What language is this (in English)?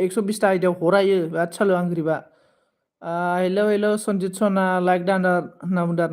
Bodo